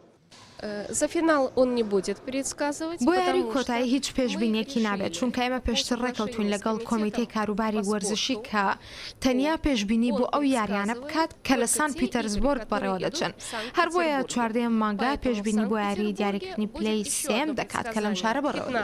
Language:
Central Kurdish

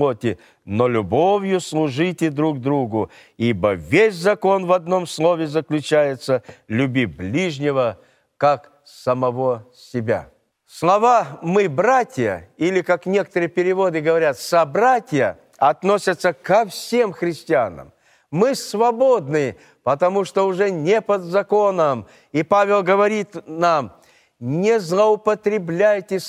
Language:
Russian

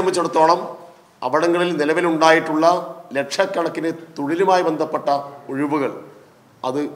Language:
Malayalam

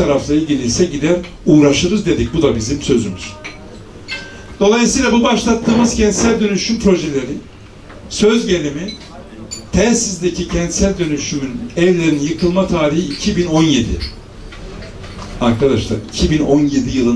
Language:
Turkish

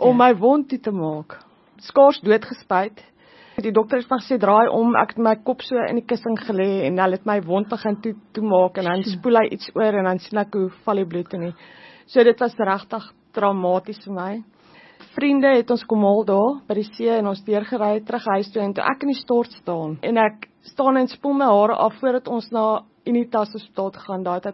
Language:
Afrikaans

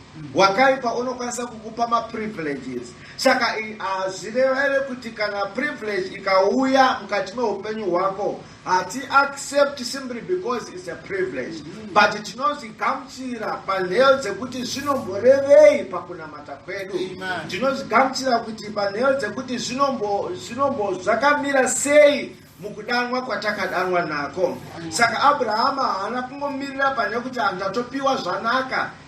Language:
Shona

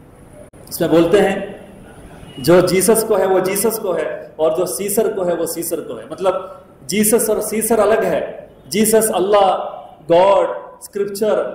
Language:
Urdu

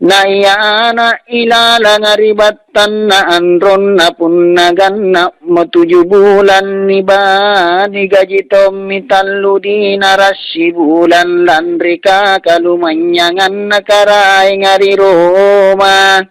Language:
Makasar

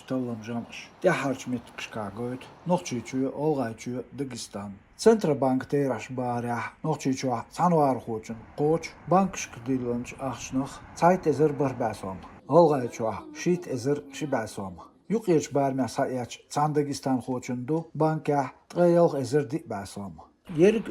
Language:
Chechen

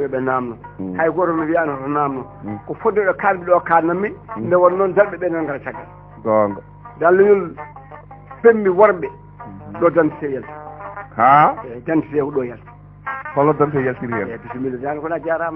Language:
Fula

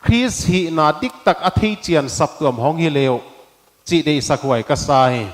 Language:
Paite Chin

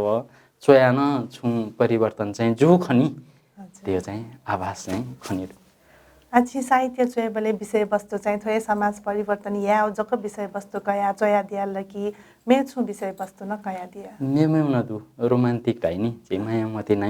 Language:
Newari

